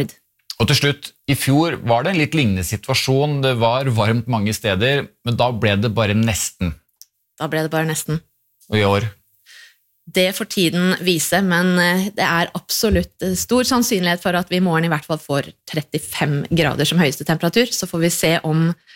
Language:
Norwegian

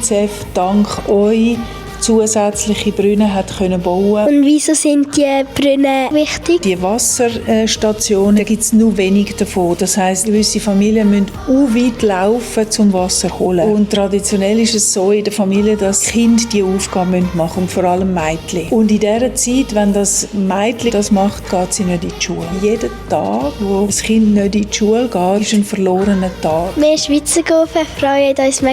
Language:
Swiss German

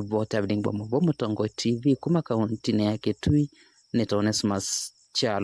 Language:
Kamba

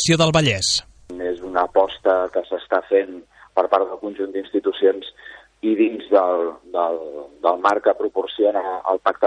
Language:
Catalan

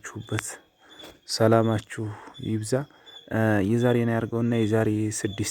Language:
Amharic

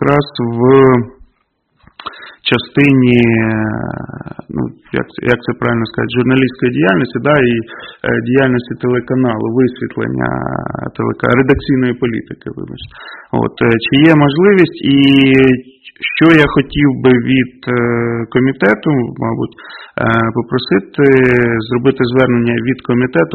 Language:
Ukrainian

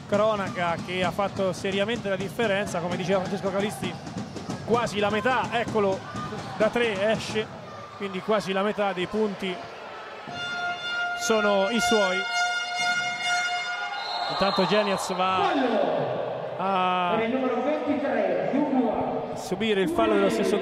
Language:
Italian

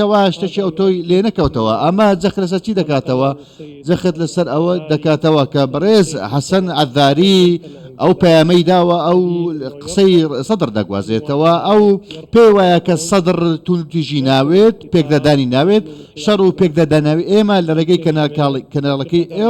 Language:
Central Kurdish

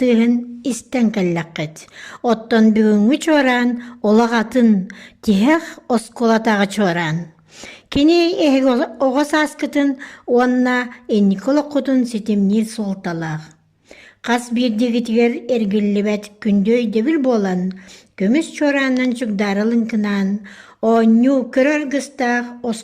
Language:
Yakut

